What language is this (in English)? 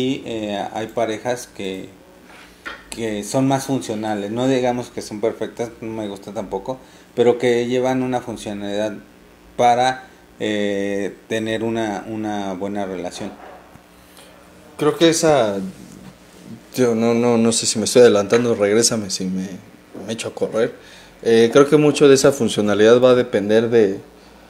Spanish